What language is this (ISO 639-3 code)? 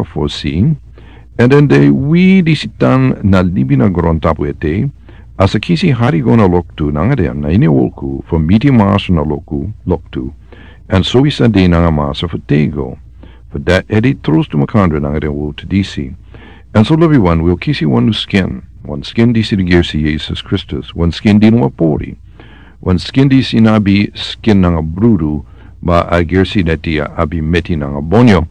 srn